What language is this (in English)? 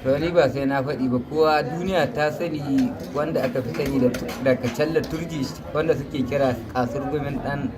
Hausa